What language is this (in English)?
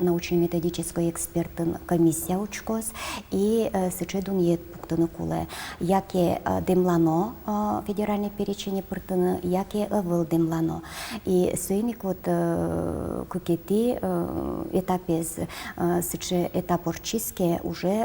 Udmurt